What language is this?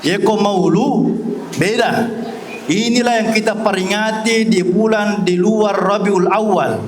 Buginese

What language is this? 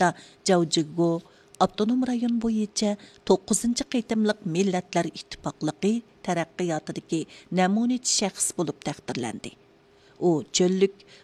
Uyghur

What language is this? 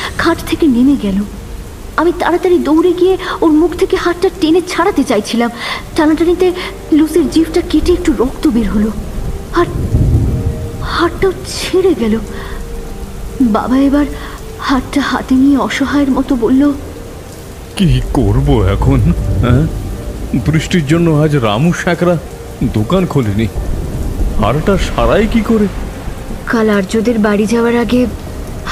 Bangla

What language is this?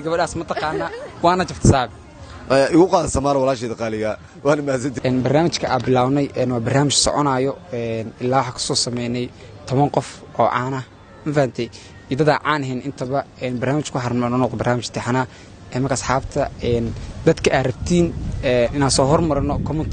Somali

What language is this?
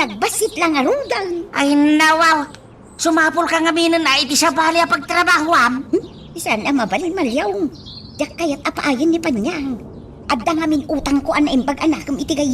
Iloko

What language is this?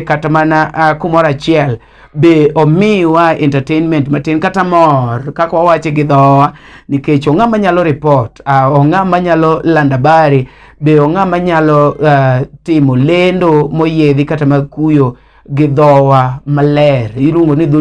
Luo (Kenya and Tanzania)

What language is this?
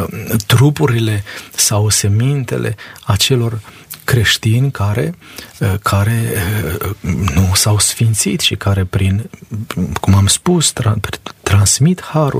Romanian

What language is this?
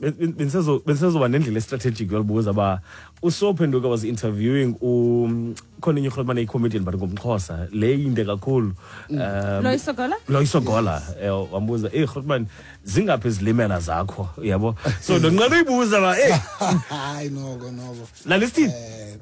Xhosa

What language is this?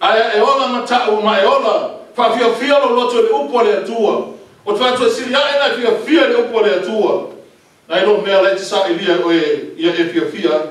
Samoan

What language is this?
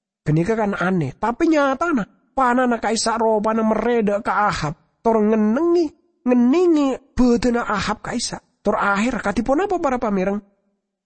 Madurese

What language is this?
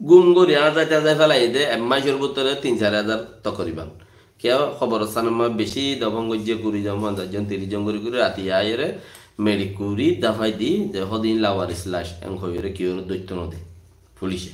Rohingya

